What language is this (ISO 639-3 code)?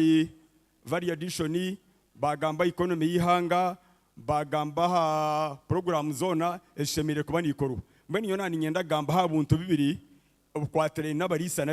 nyn